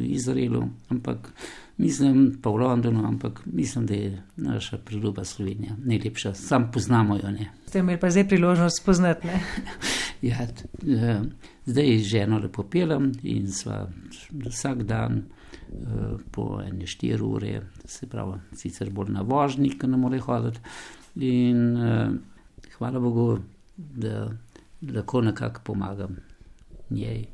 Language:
Slovenian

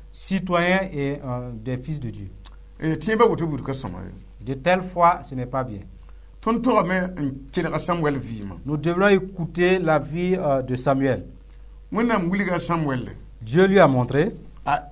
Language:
Mossi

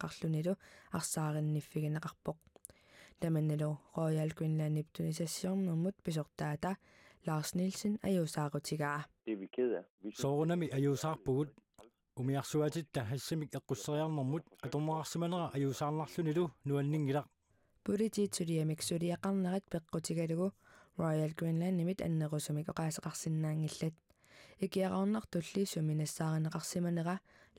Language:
Kalaallisut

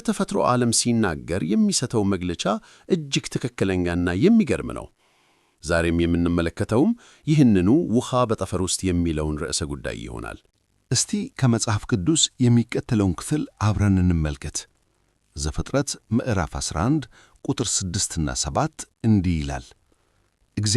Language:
Amharic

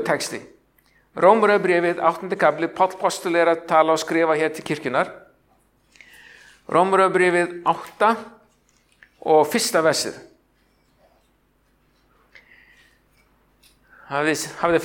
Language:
Icelandic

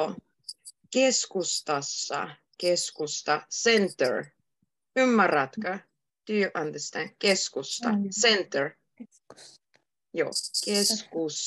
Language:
Finnish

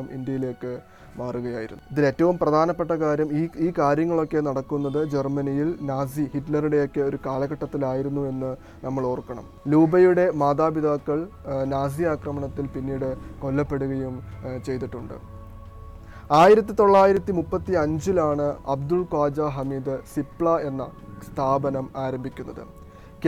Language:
Malayalam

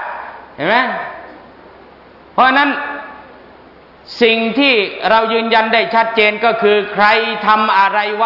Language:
Thai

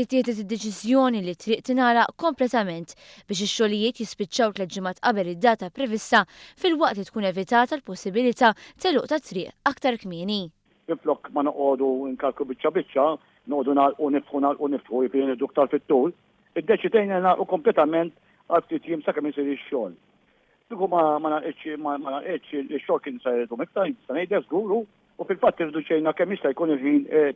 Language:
Maltese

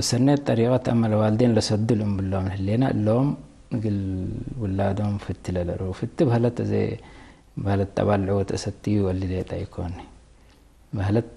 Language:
Tigre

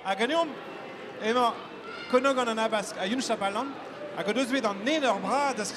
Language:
Breton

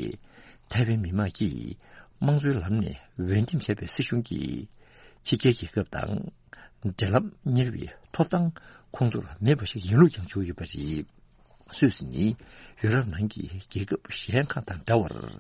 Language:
Tibetan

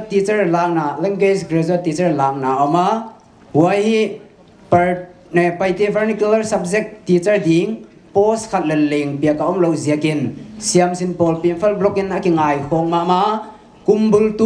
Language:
Paite Chin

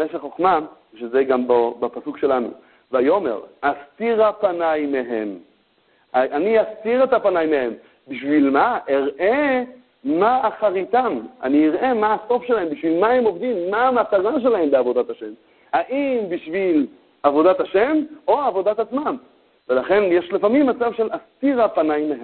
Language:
Hebrew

